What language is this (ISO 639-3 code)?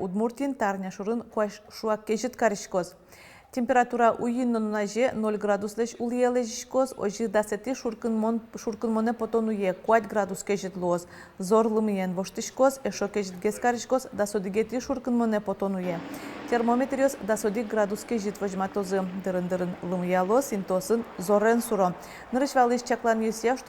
udm